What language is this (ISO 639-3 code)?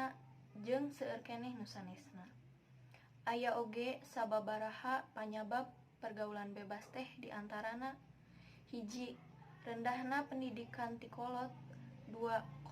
sun